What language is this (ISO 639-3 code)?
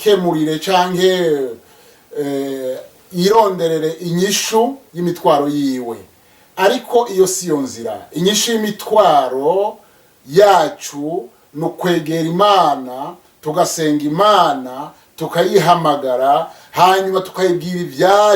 run